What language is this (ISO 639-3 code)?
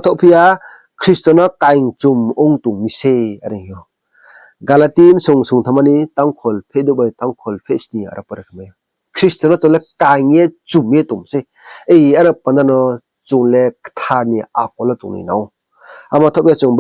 ria